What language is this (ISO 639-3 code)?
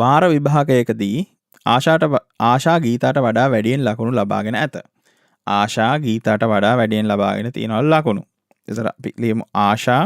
sin